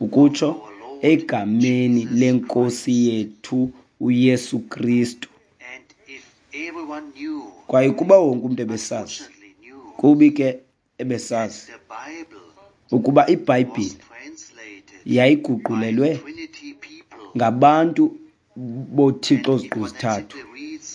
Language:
Xhosa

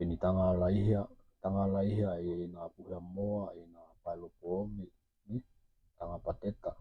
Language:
Tokelau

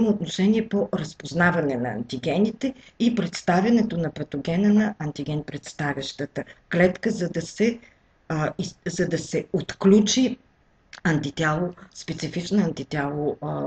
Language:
Bulgarian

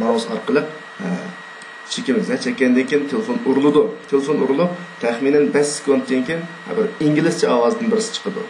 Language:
Uyghur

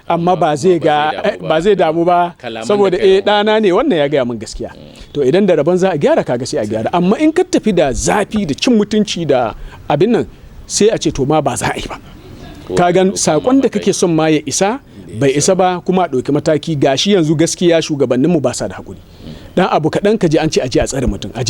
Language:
Hausa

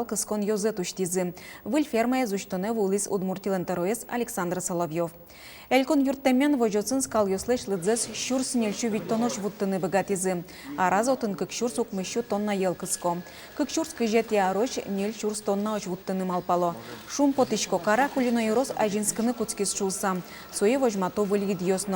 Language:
Udmurt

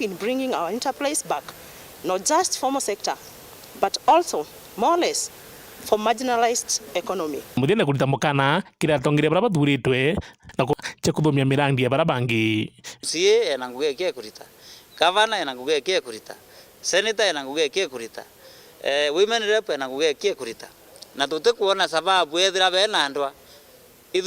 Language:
Meru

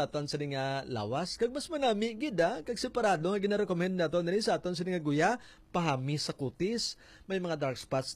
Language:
Hiligaynon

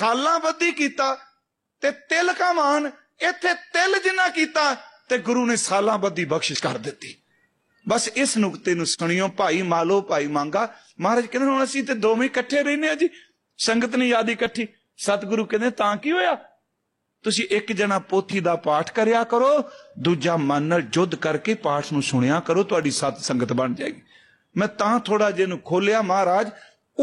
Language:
Punjabi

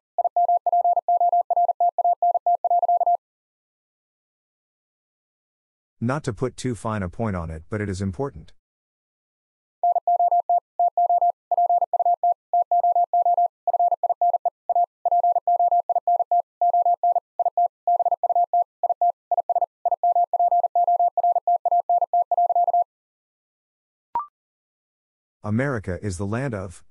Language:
English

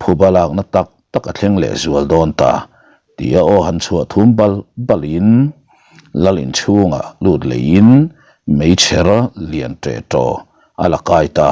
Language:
Mizo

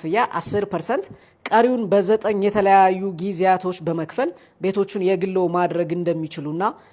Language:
Amharic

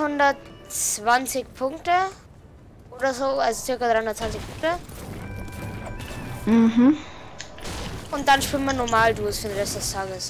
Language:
German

